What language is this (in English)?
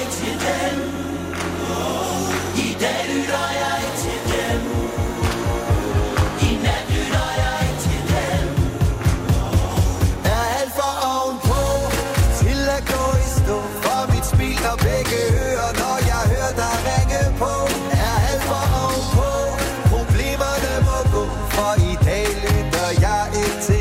Danish